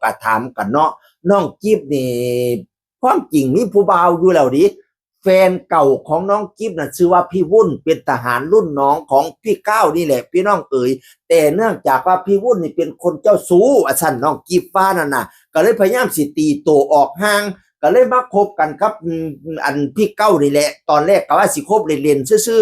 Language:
Northeastern Thai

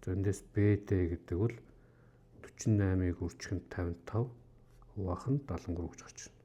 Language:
Mongolian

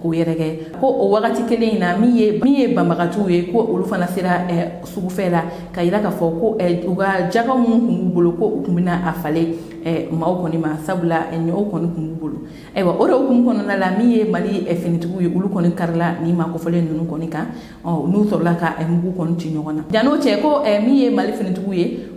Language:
Bambara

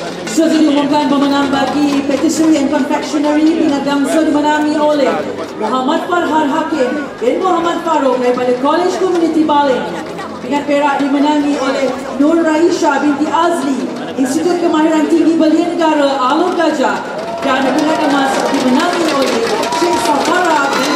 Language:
Malay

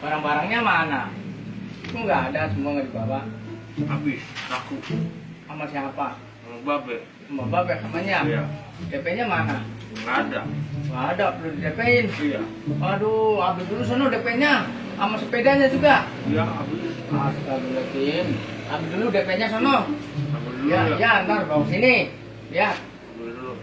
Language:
Betawi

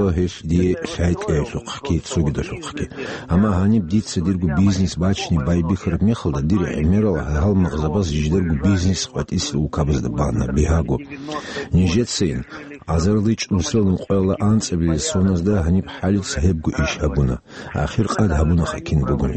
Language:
Avaric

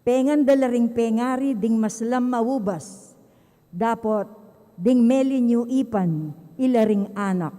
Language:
Pampanga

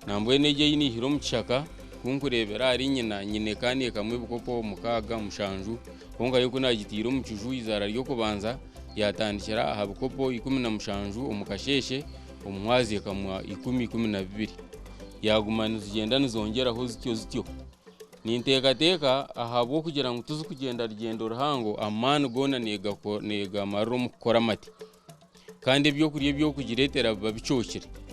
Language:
Nyankole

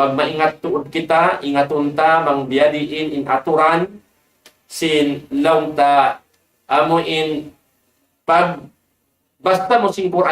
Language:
Tausug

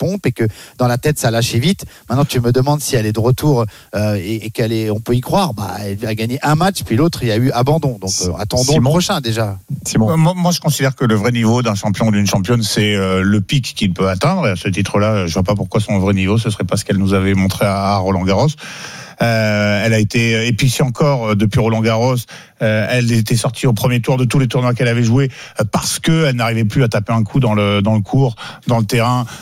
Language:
French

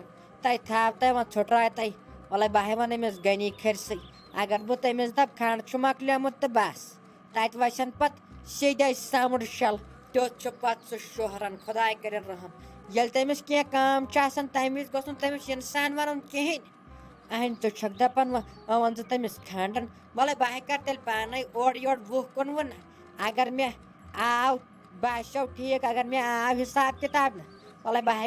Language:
Kashmiri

